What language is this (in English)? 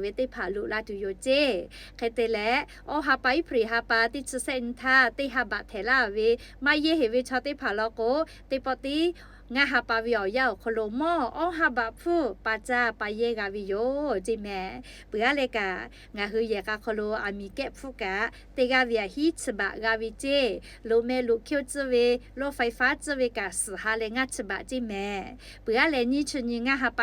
Lahu